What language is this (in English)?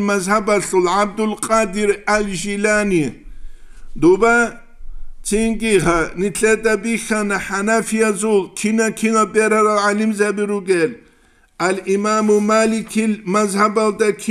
Avaric